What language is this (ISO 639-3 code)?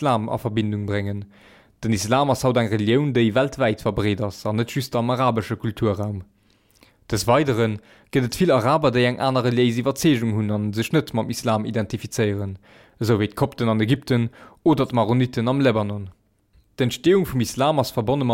ltz